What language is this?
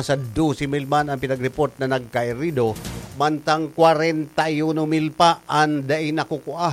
Bikol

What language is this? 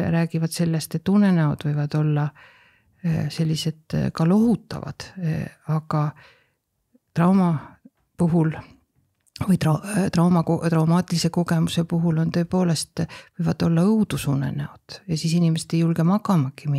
Estonian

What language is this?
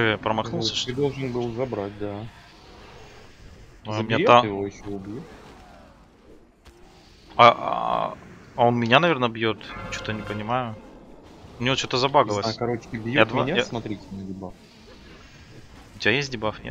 Russian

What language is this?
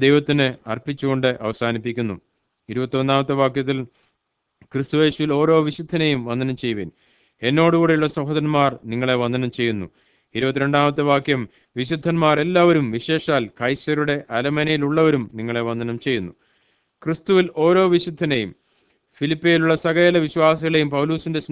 Malayalam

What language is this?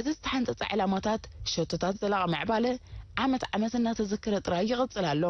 Tigrinya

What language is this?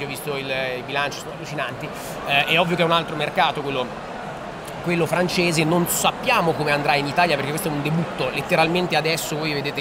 Italian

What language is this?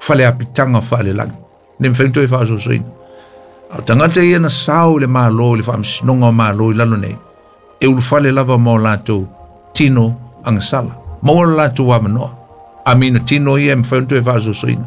Samoan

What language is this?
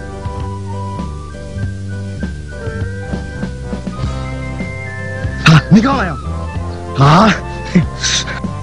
Burmese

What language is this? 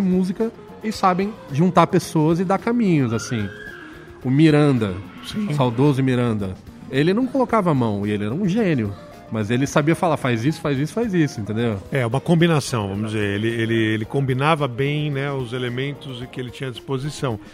Portuguese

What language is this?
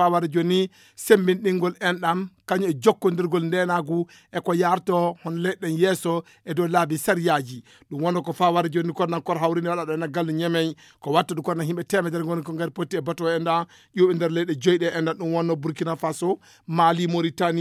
Fula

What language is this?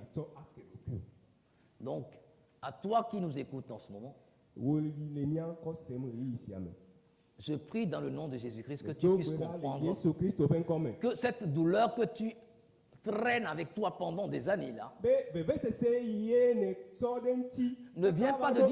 Ewe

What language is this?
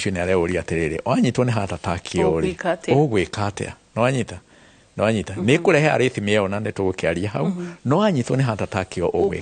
Kikuyu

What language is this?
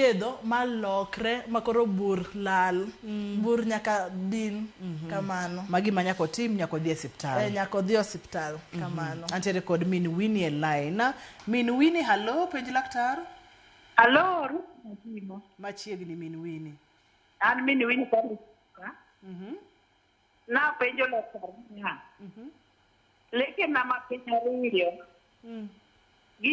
Luo (Kenya and Tanzania)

